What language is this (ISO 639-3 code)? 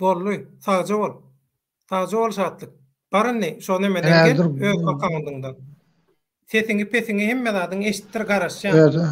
tuk